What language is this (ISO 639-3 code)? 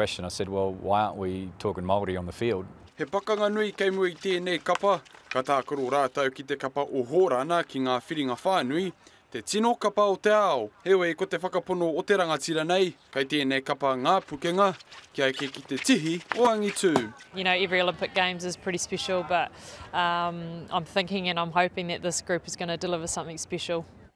mri